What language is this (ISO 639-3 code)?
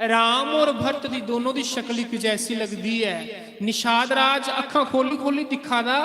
doi